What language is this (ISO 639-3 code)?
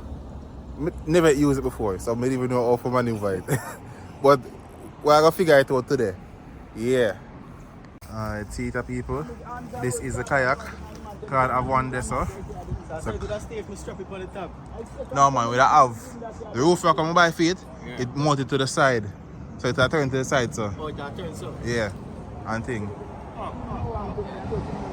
jam